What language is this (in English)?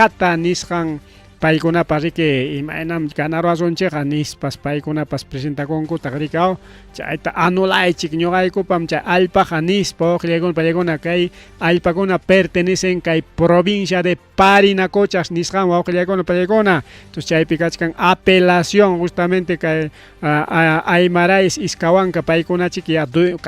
Ayacucho Quechua